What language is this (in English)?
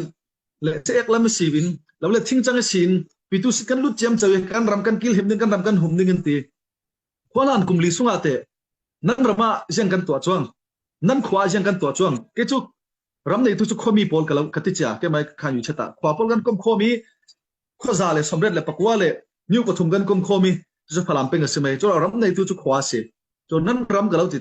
Falam Chin